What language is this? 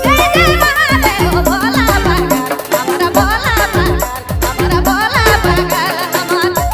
Sadri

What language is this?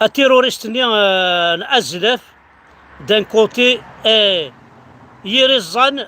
Kabyle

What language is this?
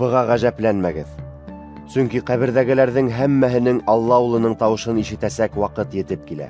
Bashkir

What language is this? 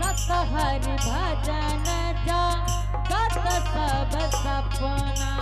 Angika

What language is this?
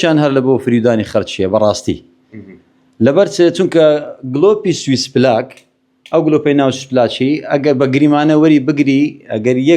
Central Kurdish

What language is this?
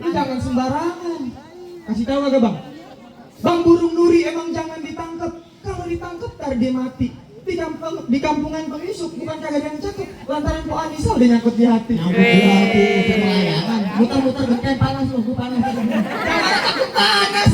Betawi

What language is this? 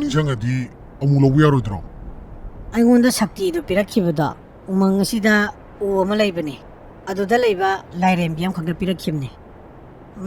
Manipuri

